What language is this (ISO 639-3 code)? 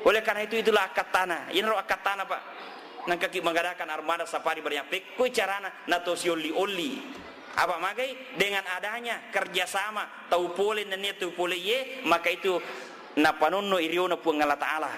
bug